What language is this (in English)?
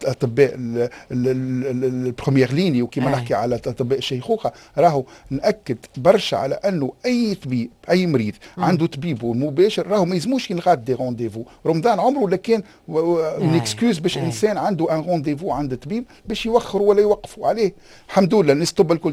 Tunisian Arabic